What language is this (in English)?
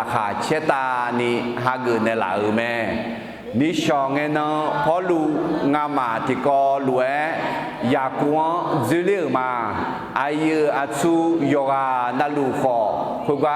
Akha